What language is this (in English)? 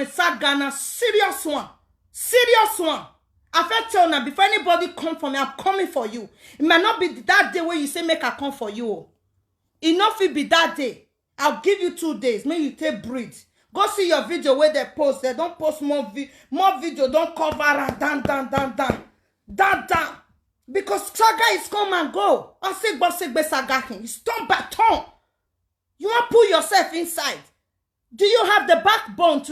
Nigerian Pidgin